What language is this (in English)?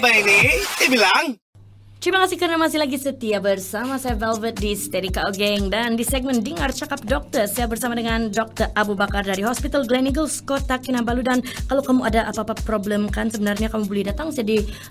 Malay